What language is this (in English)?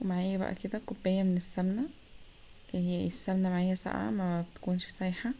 Egyptian Arabic